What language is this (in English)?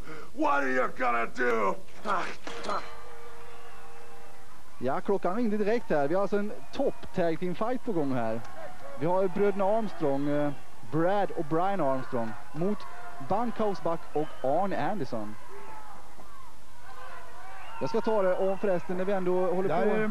Swedish